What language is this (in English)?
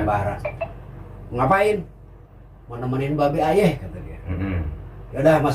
Betawi